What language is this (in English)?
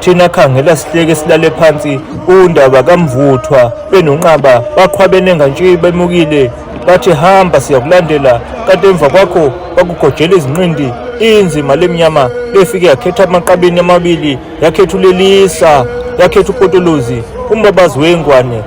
Zulu